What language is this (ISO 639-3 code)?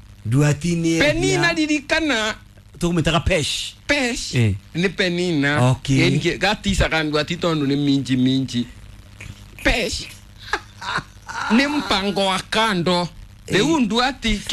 kik